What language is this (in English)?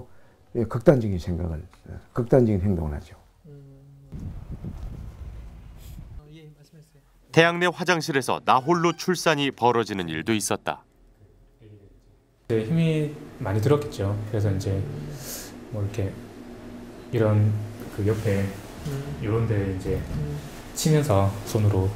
Korean